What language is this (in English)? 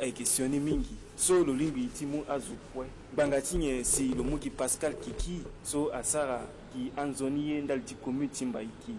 Sango